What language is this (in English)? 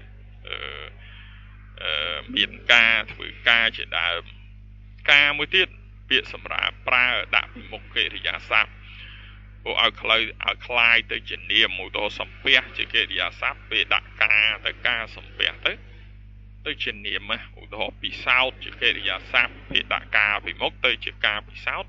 Khmer